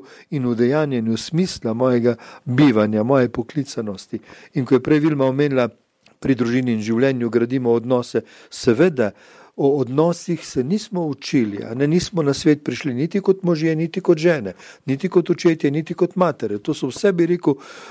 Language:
Slovenian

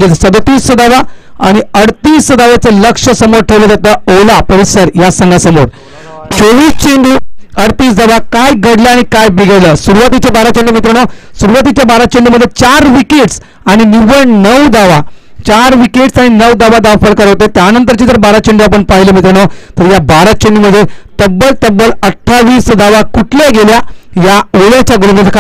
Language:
Marathi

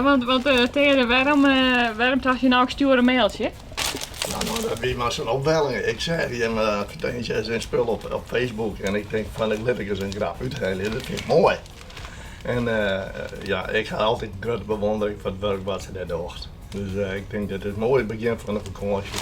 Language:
Western Frisian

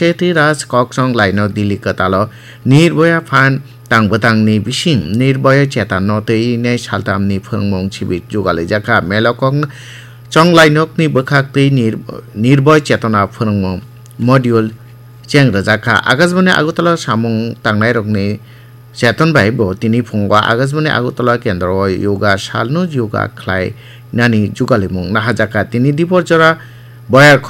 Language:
Kok Borok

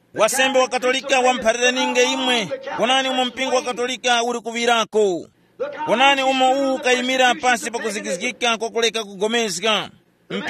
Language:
Tumbuka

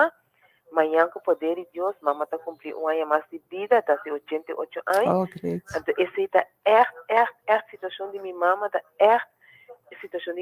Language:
Papiamento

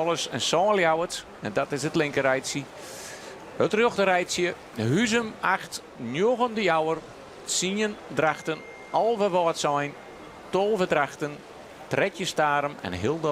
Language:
Western Frisian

